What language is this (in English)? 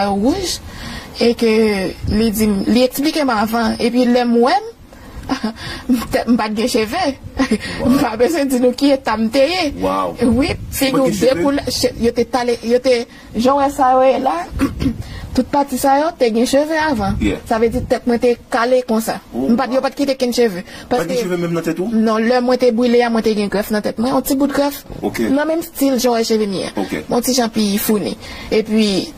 Haitian Creole